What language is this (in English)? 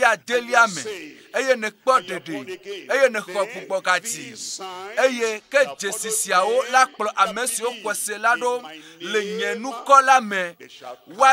Ewe